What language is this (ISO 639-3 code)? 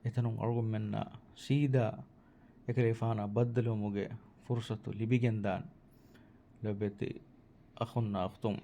div